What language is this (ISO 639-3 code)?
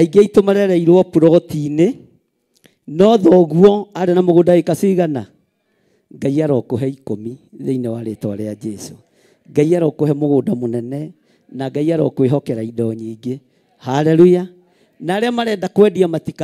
kik